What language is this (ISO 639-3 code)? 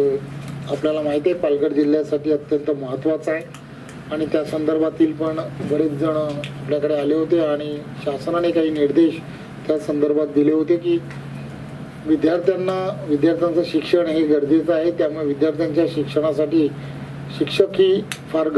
mar